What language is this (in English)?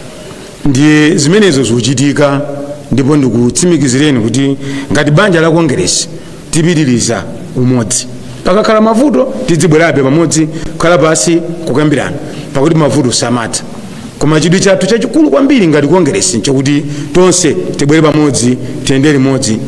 Nyanja